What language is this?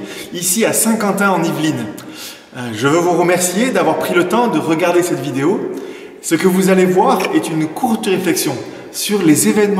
French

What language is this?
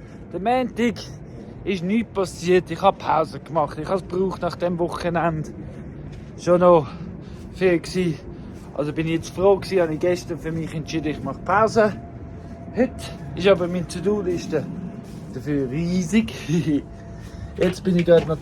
Swiss German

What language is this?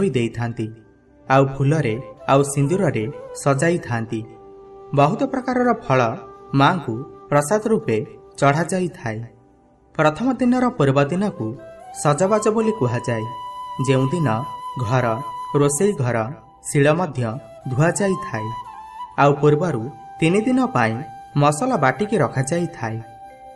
Odia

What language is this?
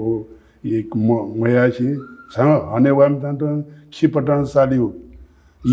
Newari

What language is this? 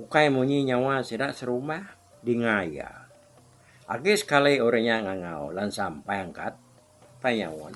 Iban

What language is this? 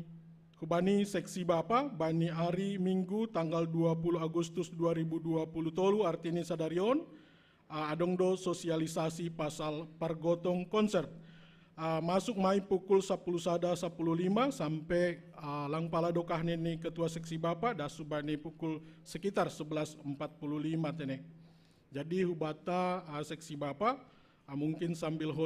Batak Simalungun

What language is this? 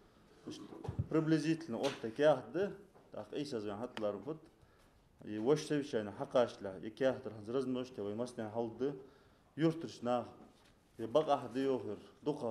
Ingush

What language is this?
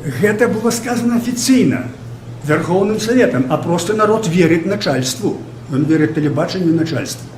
Belarusian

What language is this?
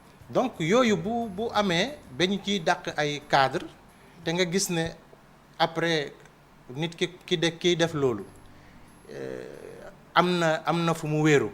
Wolof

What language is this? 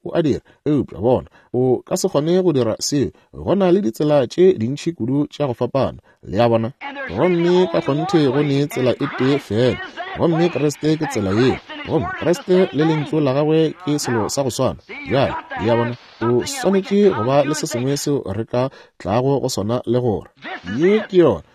Northern Sotho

